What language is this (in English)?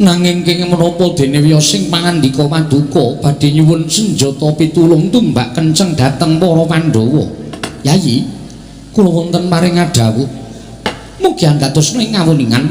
Javanese